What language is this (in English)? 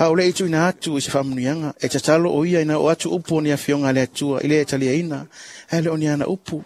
Samoan